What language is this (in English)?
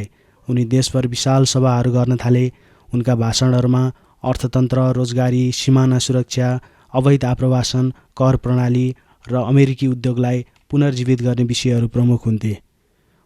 Nepali